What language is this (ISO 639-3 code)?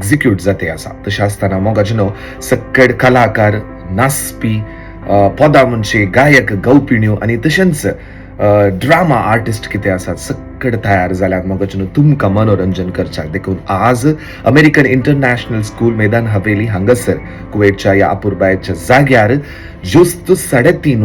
kok